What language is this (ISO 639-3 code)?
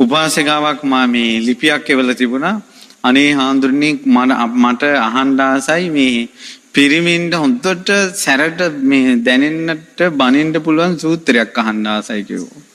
sin